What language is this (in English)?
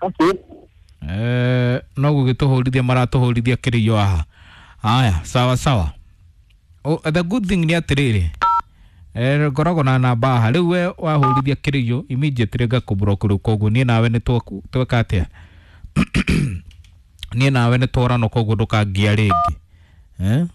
Kikuyu